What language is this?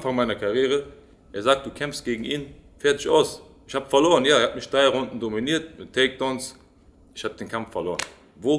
German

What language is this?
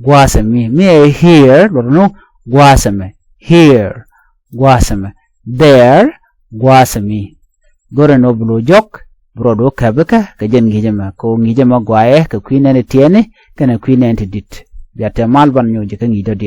Nuer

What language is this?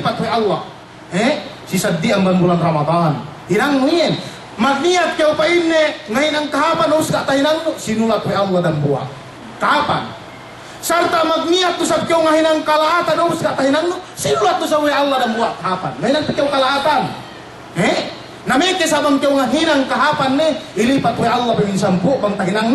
Yakan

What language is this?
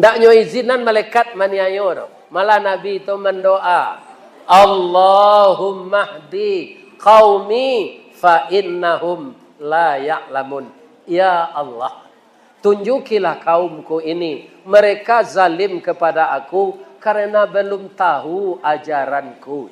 Minangkabau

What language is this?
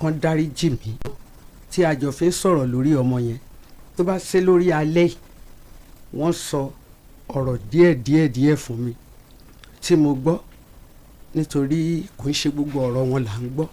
Yoruba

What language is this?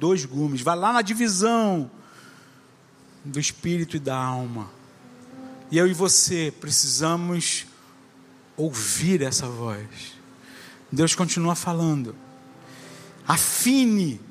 Portuguese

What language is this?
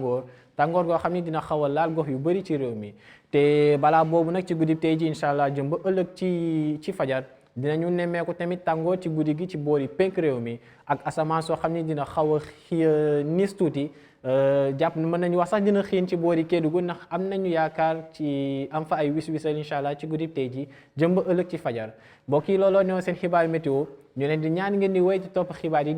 Wolof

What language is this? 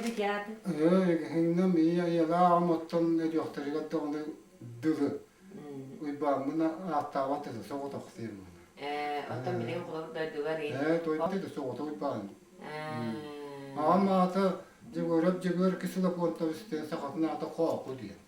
Yakut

